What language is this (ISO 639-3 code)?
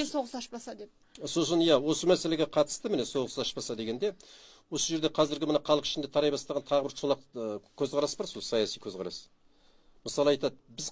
kaz